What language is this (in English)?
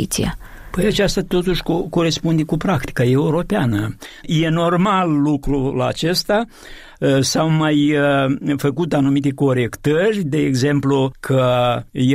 Romanian